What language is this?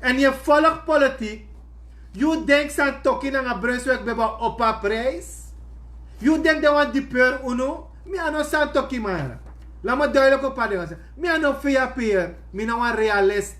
Sranan Tongo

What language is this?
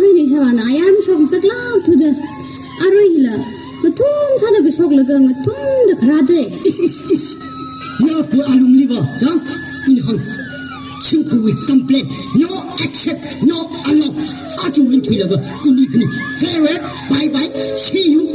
Tangkhul Naga (India)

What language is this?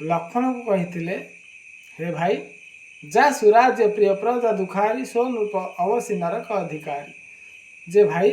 Odia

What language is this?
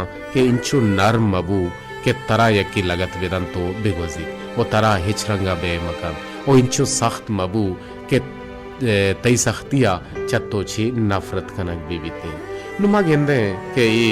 Baluchi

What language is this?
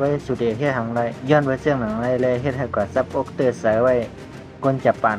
Shan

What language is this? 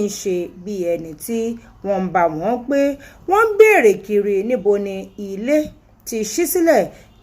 Yoruba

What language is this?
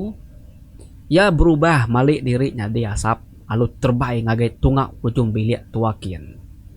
Iban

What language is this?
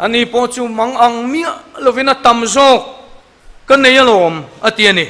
Mizo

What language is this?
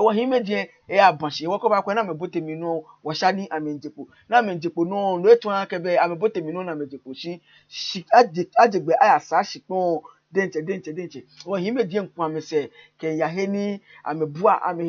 Ga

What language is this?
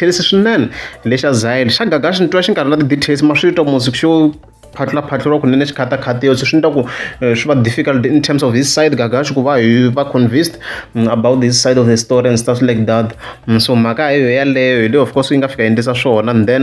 Tsonga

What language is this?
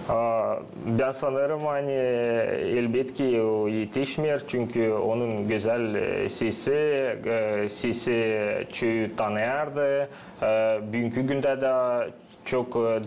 Gagauz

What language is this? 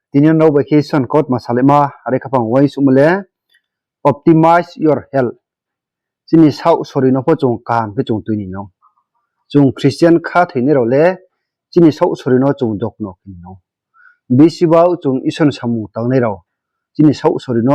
Riang (India)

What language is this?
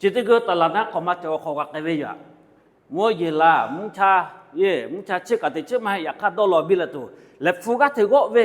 Lahu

